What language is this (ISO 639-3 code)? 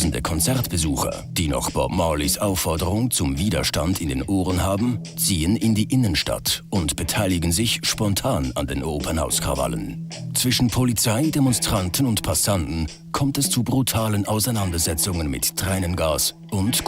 gsw